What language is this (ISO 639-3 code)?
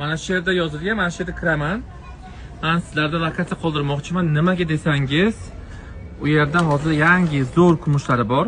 uzb